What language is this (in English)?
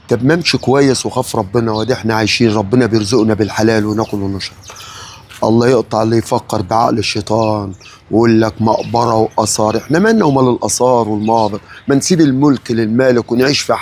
Egyptian Arabic